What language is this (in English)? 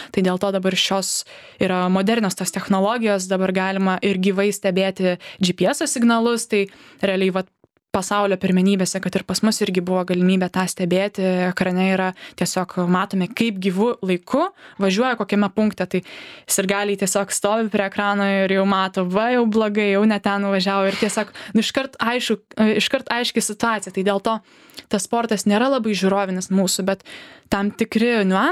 Lithuanian